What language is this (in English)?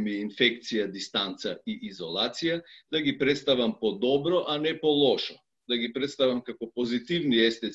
Macedonian